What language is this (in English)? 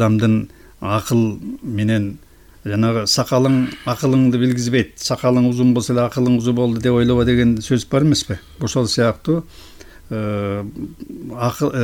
Kyrgyz